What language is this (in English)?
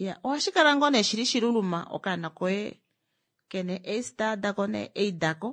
Kuanyama